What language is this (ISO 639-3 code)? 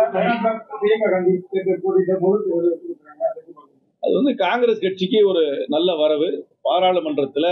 tam